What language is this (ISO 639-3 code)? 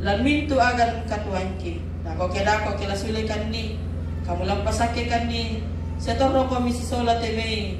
sda